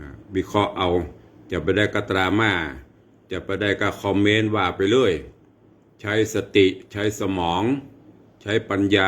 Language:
Northern Thai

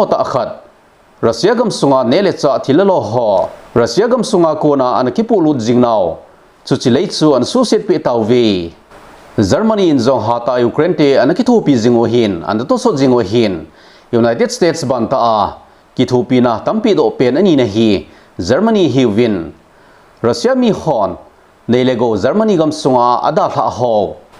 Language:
Thado Chin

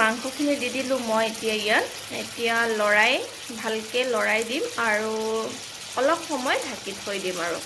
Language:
Assamese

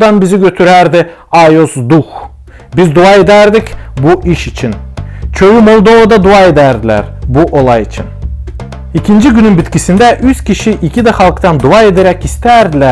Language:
Gagauz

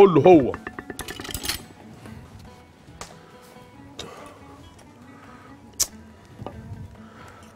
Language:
Egyptian Arabic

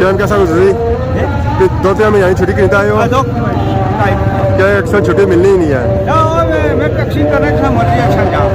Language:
Pahari-Potwari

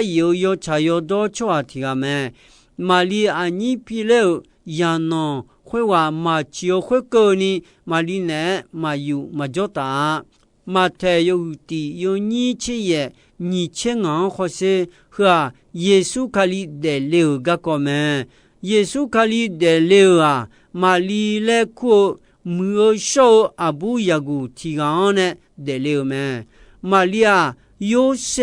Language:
Akha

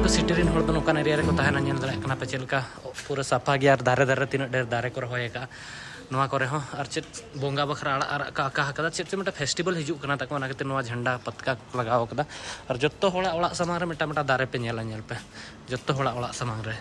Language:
Santali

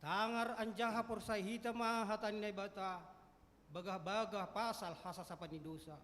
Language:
Batak Simalungun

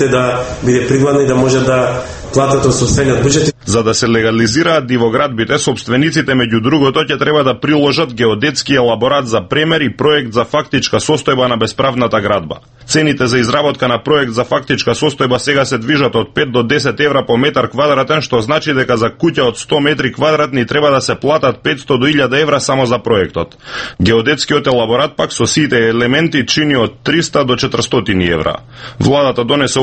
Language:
Macedonian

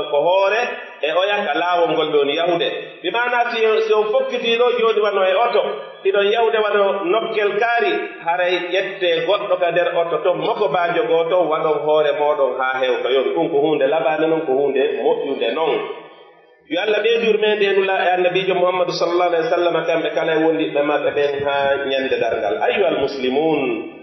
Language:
Pular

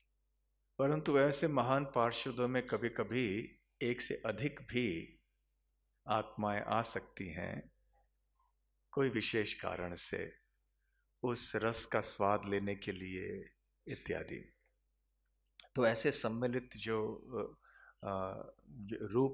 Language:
Hindi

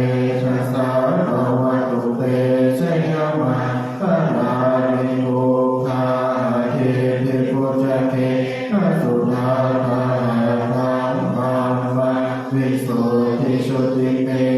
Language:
Pali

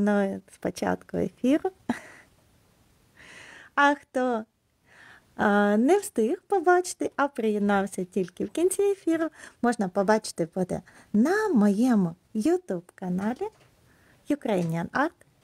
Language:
Ukrainian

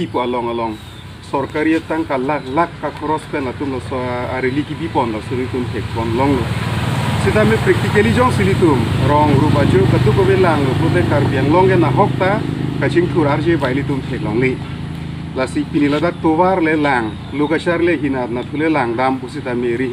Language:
Karbi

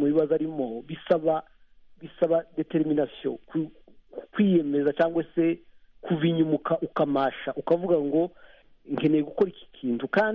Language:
Kinyarwanda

